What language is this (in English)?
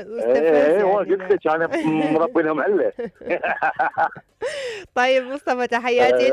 Mesopotamian Arabic